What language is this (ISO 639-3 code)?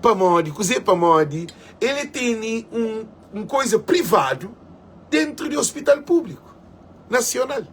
kea